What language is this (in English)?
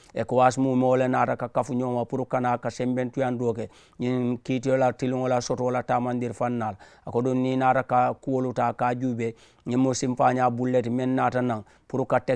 Mandingo